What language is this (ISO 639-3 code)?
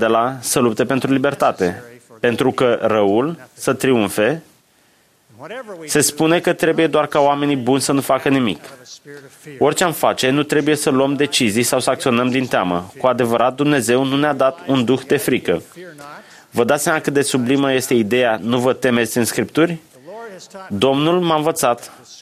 ron